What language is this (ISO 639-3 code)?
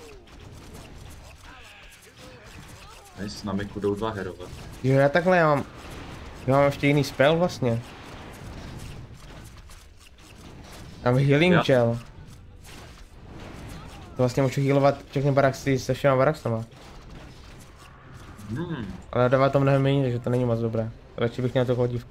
ces